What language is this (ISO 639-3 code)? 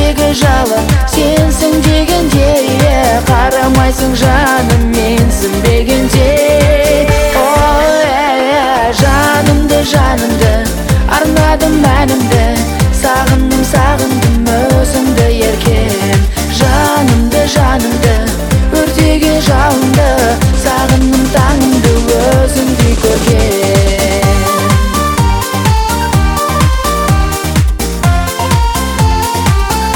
kaz